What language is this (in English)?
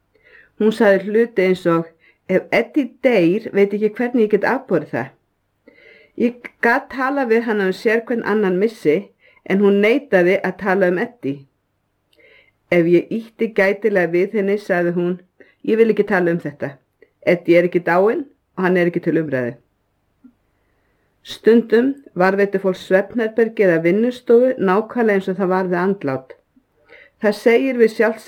Icelandic